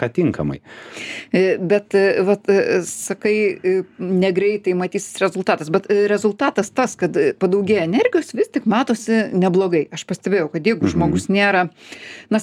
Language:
Lithuanian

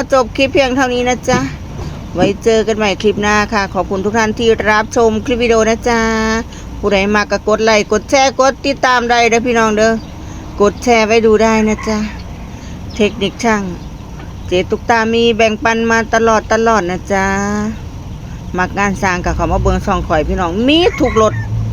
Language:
Lao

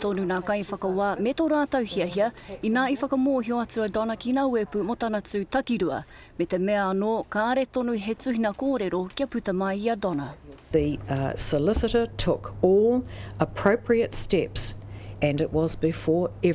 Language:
Māori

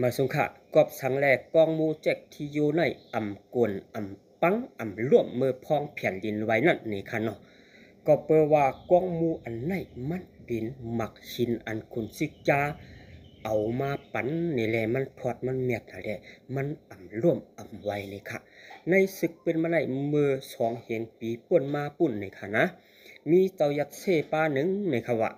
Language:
Shan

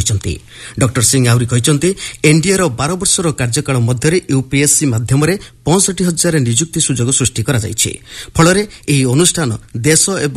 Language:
Odia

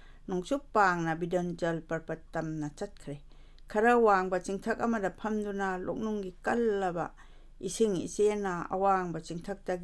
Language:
Manipuri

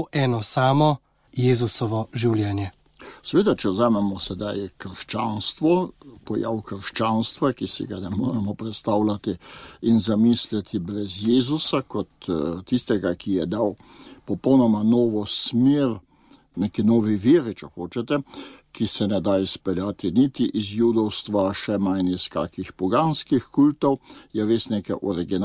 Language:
Slovenian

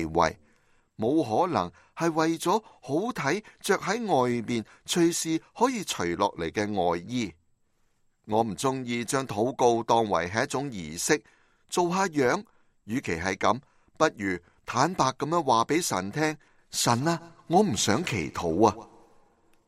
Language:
Cantonese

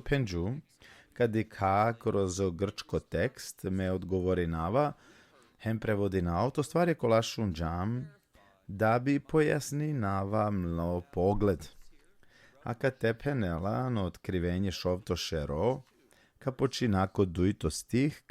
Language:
Balkan Romani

